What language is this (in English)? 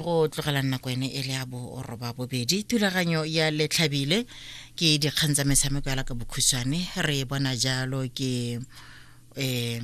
Tswana